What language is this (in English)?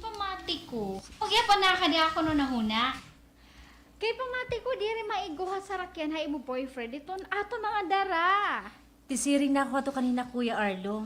Waray